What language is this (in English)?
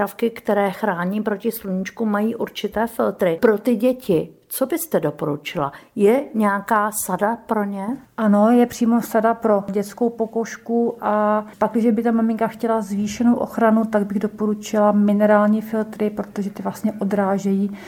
Czech